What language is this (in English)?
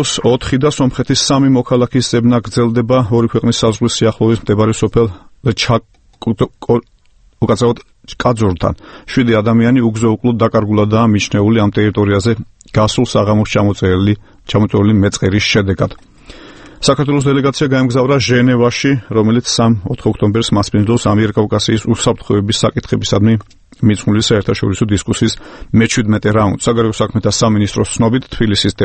Georgian